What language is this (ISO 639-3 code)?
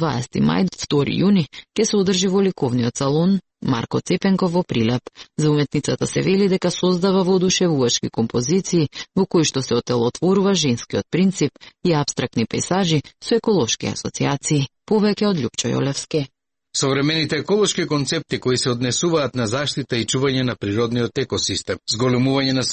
mkd